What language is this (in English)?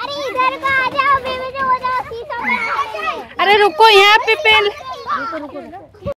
Santali